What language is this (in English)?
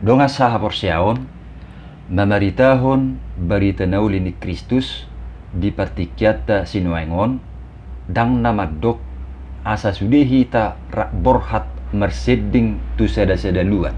Batak Toba